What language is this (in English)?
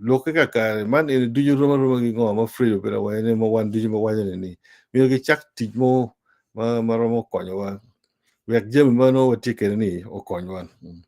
Acoli